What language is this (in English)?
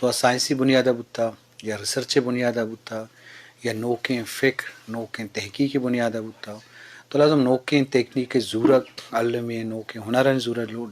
Eastern Balochi